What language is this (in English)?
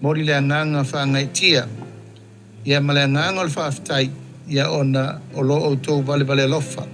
Samoan